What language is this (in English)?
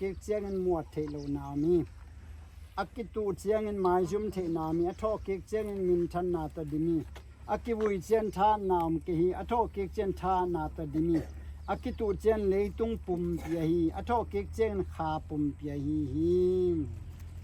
Tedim Chin